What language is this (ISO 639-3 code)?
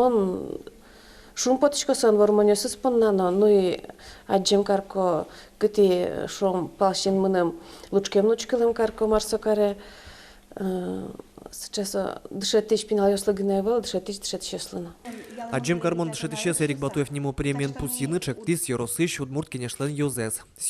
udm